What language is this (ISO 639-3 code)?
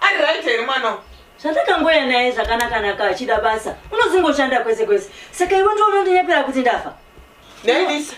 sna